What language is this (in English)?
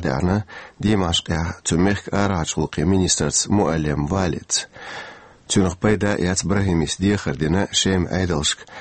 Chechen